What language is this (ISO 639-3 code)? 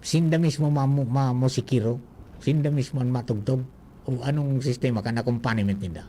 bik